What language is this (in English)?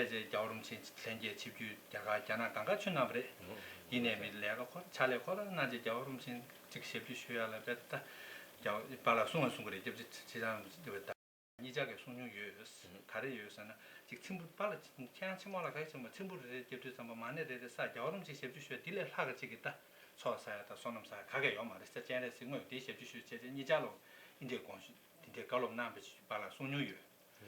Tibetan